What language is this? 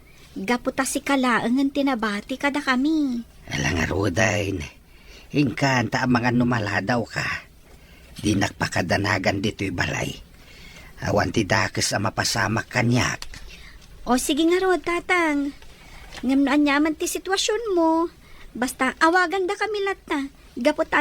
Iloko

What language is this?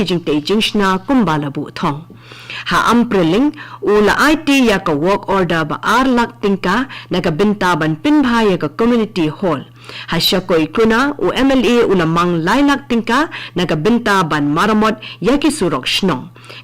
Khasi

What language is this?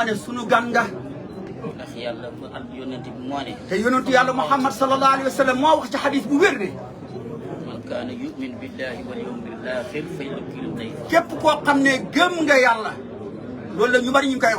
Wolof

